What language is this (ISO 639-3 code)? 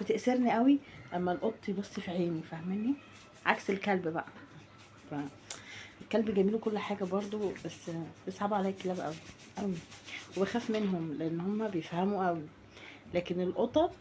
arz